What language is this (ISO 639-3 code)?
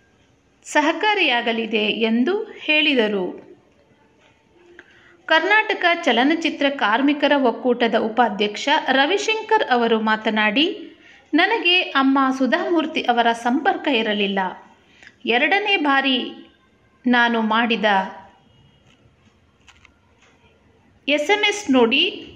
kan